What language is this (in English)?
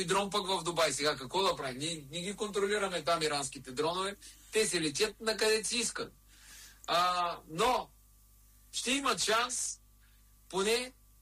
Bulgarian